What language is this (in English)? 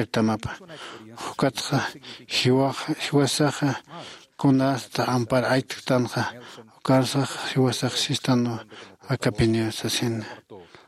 Aymara